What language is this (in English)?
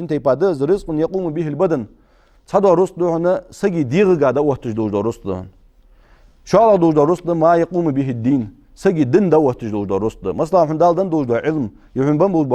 Ingush